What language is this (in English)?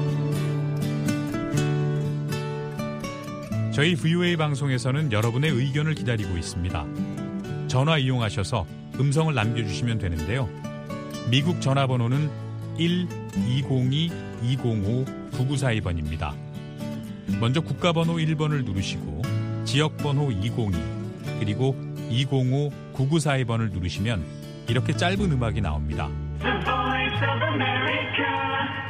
Korean